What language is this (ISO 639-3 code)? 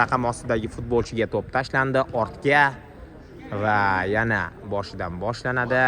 uzb